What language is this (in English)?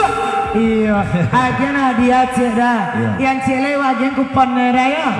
Minangkabau